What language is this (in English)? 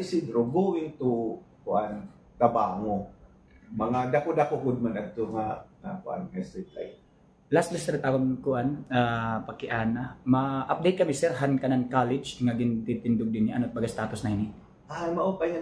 Waray